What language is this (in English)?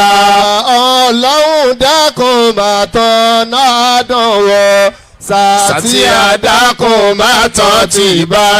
Yoruba